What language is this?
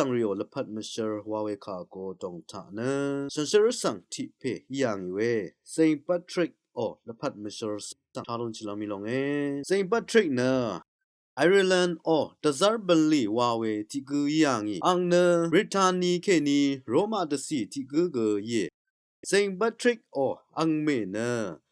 Rawang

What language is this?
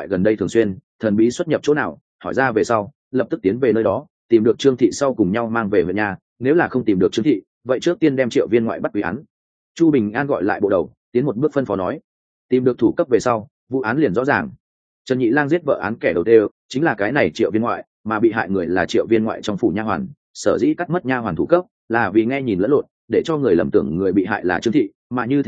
Vietnamese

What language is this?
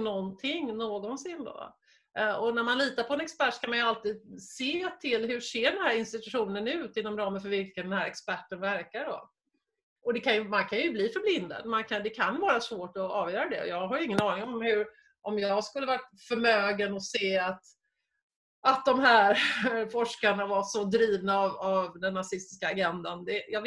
Swedish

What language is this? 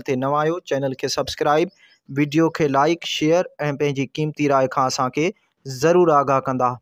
Sindhi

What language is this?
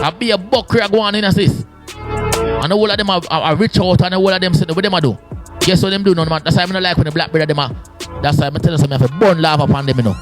Jamaican Creole English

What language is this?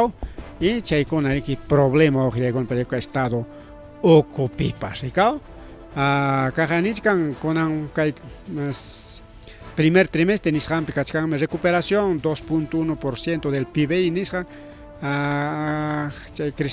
Ayacucho Quechua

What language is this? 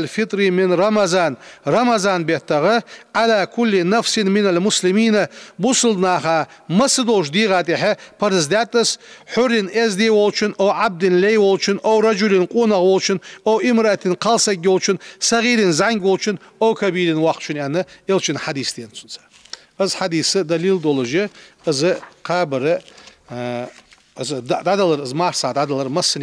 Ingush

